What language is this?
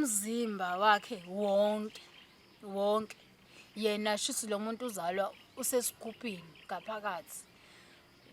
Zulu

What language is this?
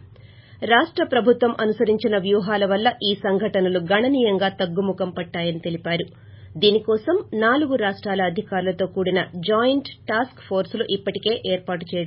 Telugu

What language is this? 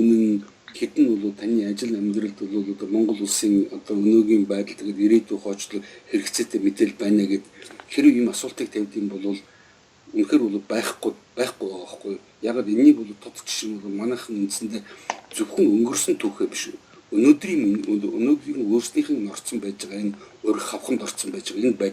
Mongolian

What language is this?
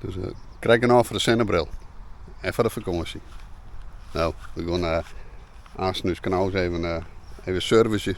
Western Frisian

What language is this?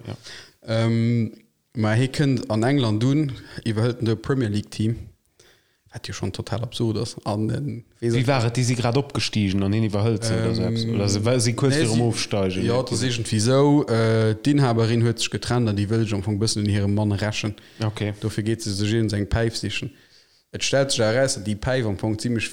Luxembourgish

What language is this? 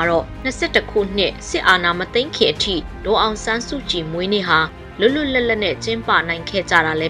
Burmese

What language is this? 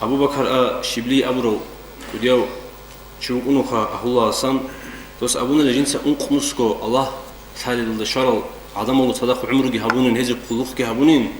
Avaric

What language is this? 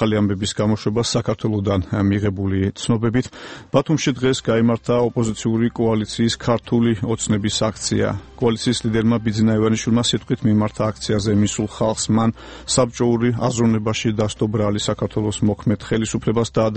Georgian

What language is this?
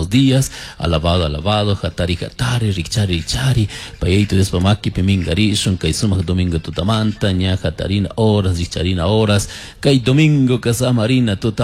Chimborazo Highland Quichua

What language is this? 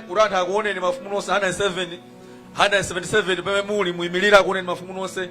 Nyanja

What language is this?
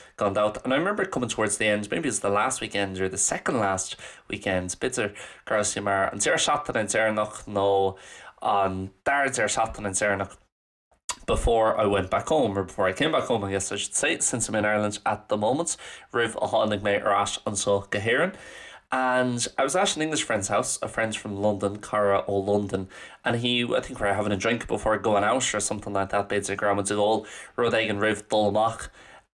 Irish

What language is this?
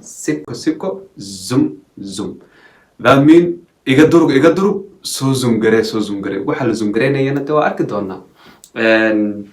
Somali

